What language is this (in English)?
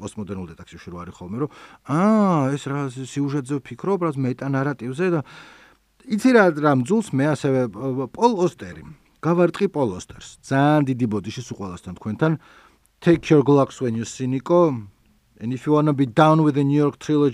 Georgian